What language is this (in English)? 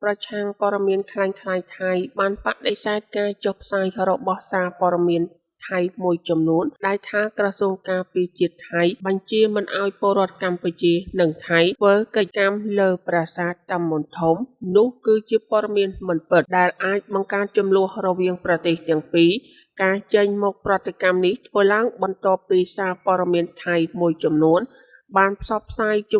Khmer